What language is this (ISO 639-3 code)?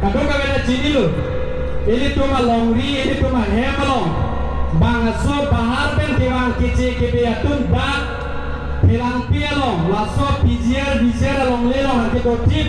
mjw